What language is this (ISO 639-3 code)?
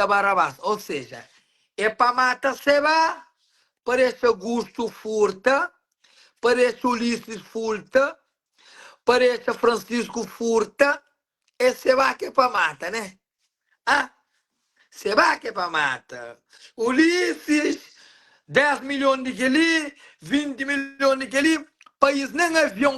kea